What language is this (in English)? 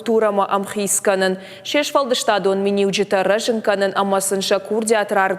Ossetic